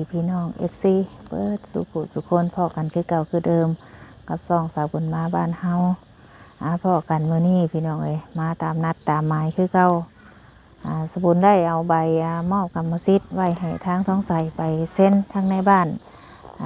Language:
Lao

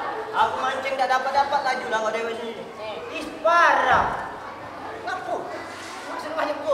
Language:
Musi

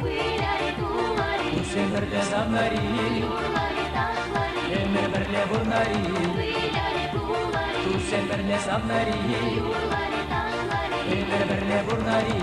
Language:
Chuvash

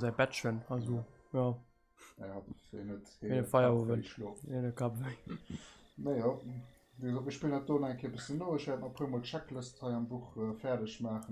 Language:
Luxembourgish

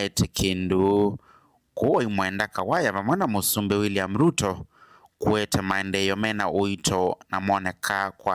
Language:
Kamba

